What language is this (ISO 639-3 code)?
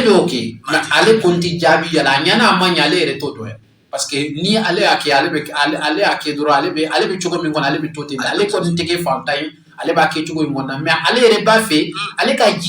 bam